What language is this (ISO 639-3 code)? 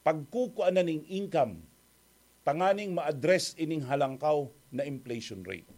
bik